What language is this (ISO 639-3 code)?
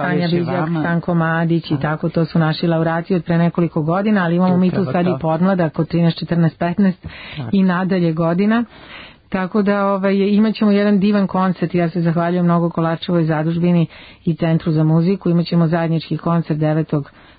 srp